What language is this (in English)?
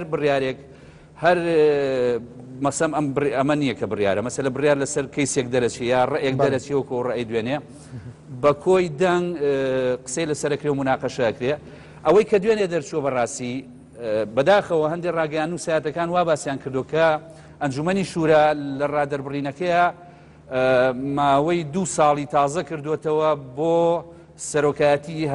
Central Kurdish